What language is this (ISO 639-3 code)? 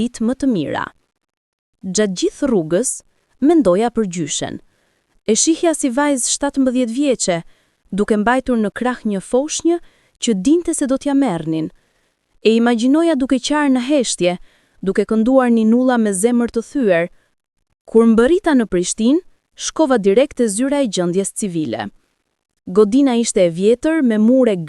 sqi